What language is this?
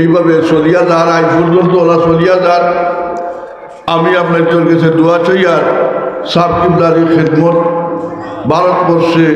Sylheti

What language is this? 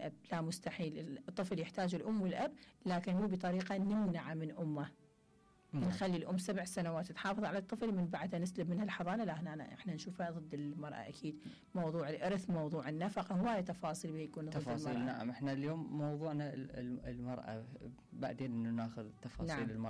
Mesopotamian Arabic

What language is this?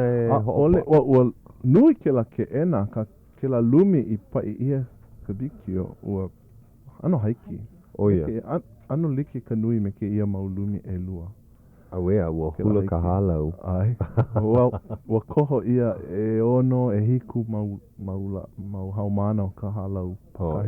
Hawaiian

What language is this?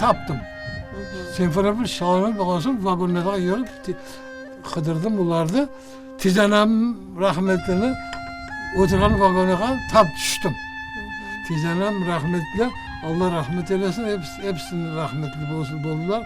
Crimean Tatar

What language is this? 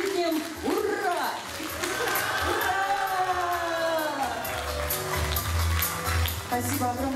Russian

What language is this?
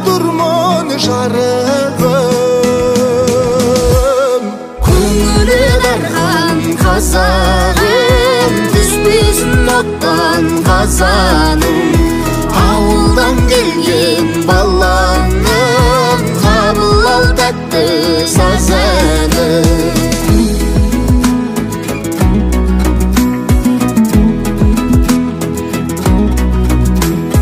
Kazakh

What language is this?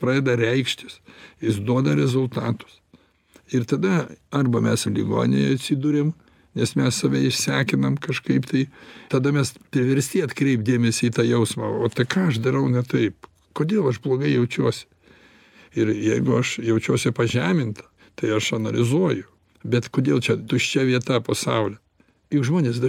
Lithuanian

